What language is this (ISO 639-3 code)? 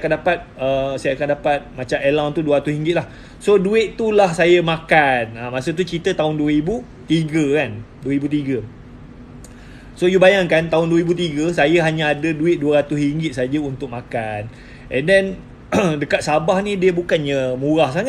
msa